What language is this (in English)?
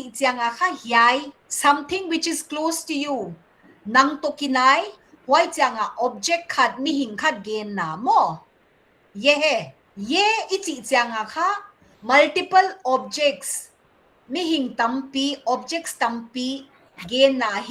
Paite Chin